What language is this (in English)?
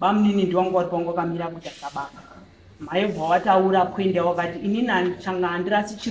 Shona